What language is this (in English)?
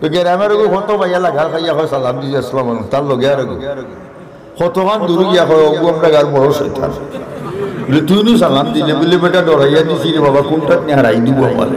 Sylheti